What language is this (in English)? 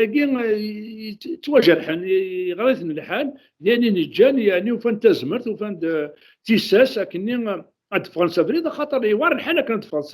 Kabyle